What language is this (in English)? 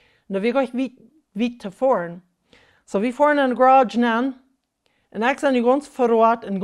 Plautdietsch